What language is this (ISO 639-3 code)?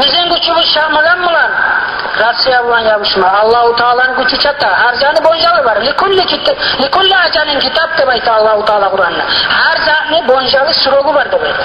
kum